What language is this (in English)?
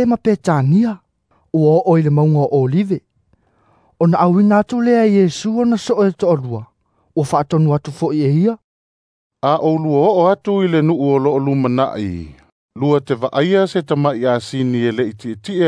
Samoan